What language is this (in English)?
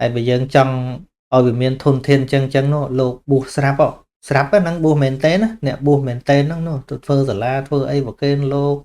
Khmer